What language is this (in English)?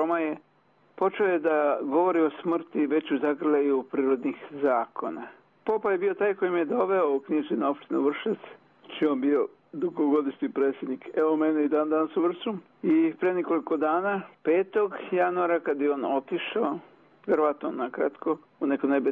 Serbian